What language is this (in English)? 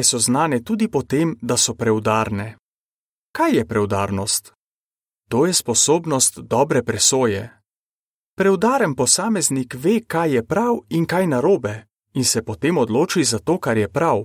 Slovenian